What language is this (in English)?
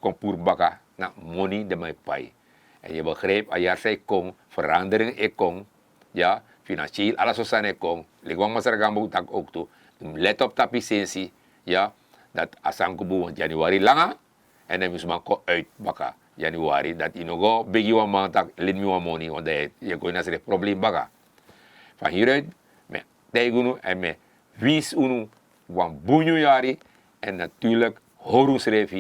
Sranan Tongo